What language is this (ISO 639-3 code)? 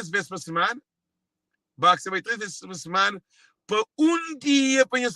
kea